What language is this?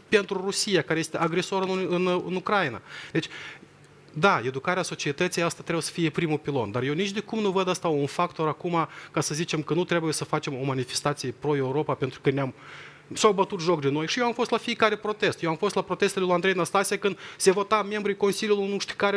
Romanian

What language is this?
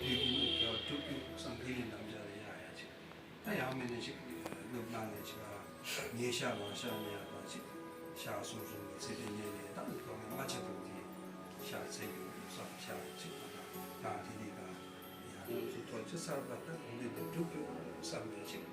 Tibetan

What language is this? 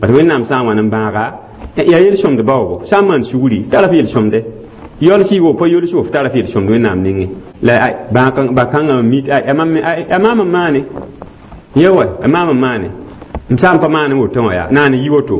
Mossi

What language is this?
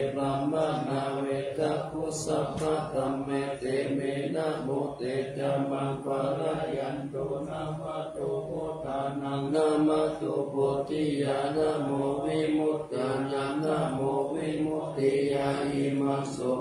Pali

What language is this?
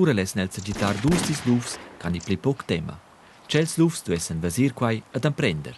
Romansh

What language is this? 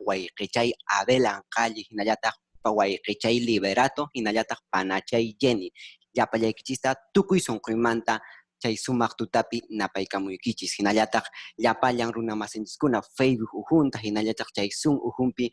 Quechua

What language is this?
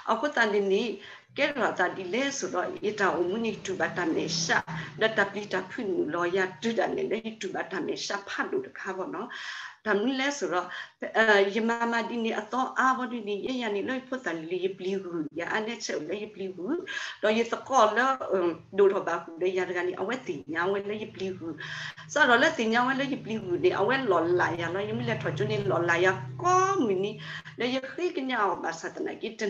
S'gaw Karen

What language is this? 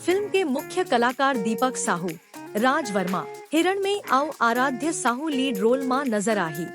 Chhattisgarhi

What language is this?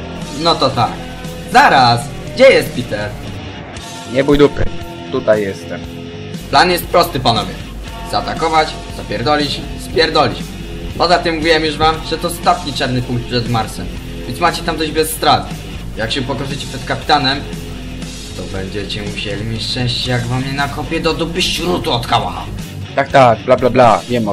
Polish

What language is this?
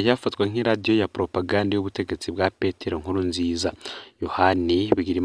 Rundi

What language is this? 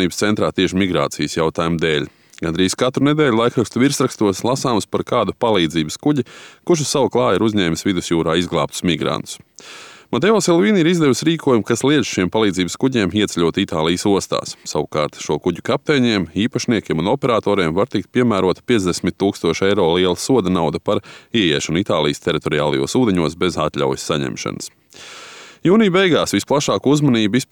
Latvian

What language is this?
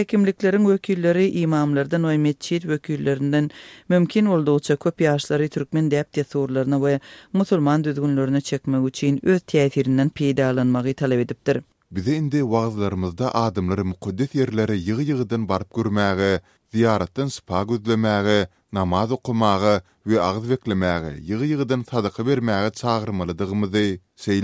Turkmen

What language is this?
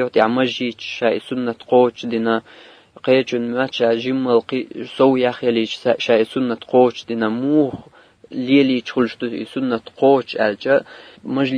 Chechen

